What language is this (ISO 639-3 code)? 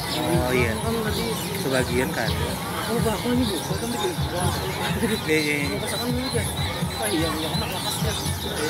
bjn